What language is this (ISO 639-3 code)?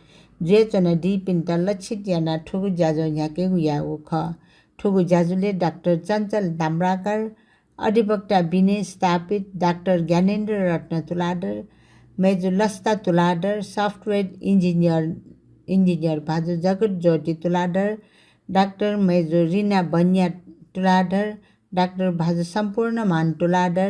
new